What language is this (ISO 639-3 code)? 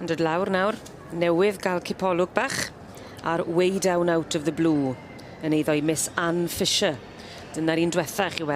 cym